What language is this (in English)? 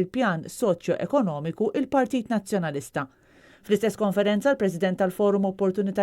Maltese